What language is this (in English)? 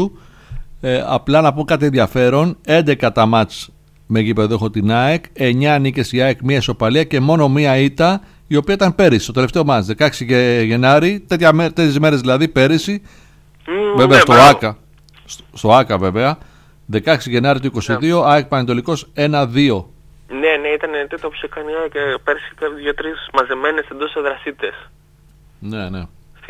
Greek